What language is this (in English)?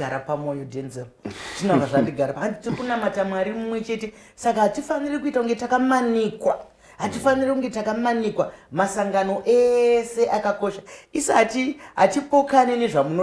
Shona